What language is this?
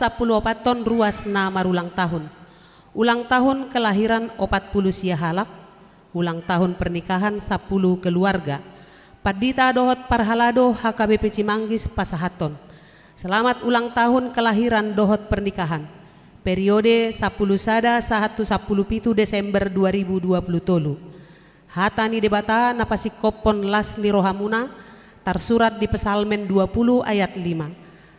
Batak Toba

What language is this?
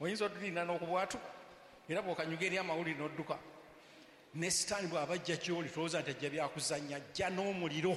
Ganda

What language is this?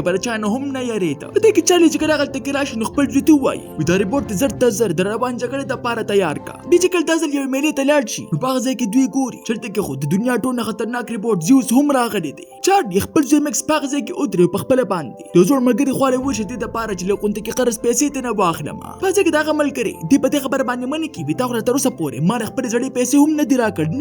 Pashto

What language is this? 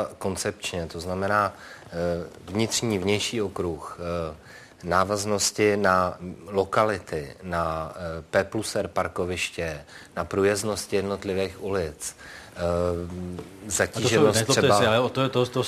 Czech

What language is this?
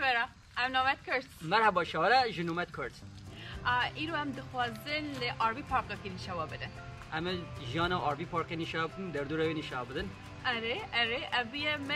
Kurdish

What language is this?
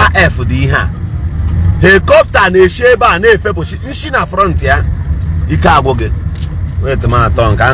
Igbo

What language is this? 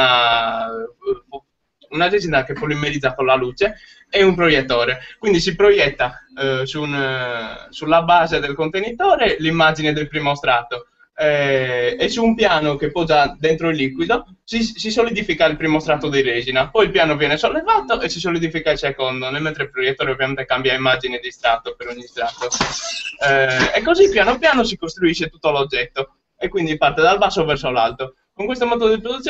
Italian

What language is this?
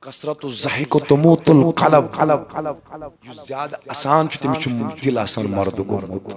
Kashmiri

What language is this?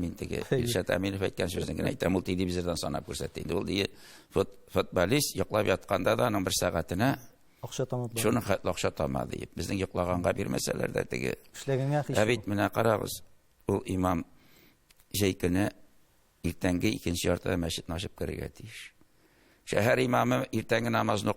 Tatar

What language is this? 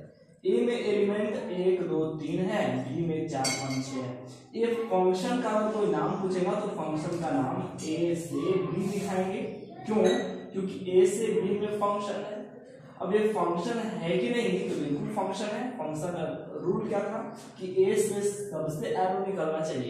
Hindi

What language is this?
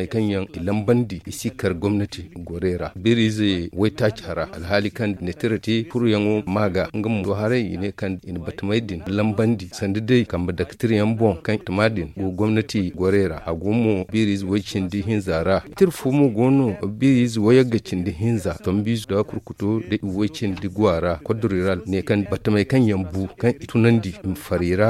Zarma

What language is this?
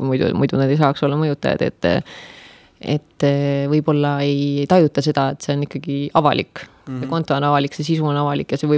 Estonian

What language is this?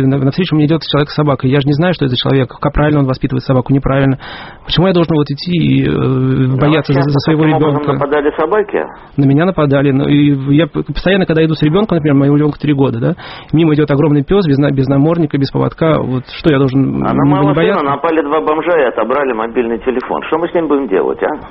Russian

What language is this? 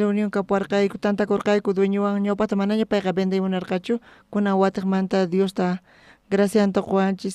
South Bolivian Quechua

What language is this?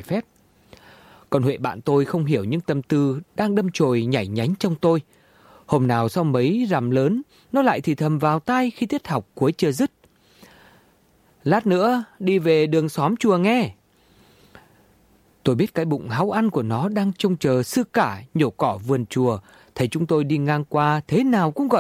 Vietnamese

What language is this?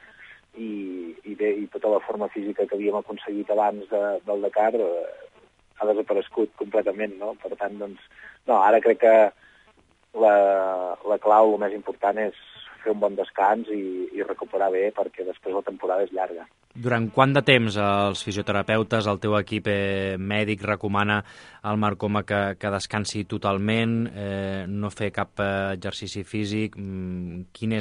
Catalan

